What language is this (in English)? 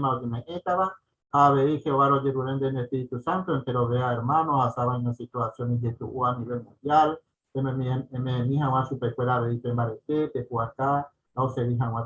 Guarani